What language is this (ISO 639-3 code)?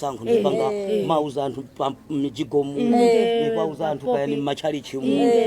nya